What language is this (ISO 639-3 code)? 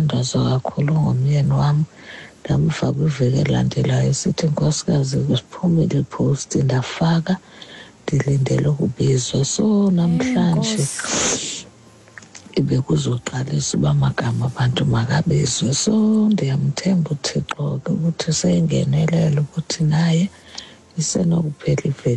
xho